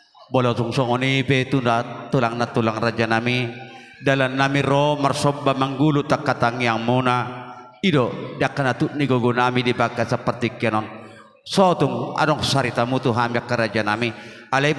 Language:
Batak Toba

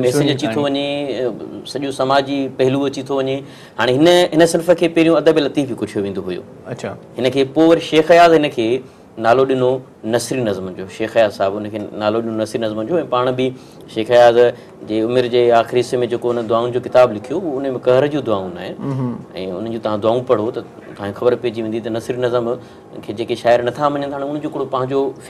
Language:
Sindhi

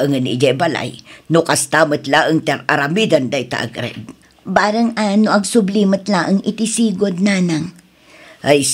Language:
Iloko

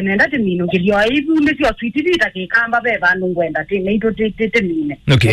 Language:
Kamba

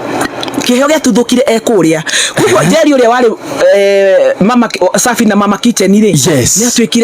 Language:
Kikuyu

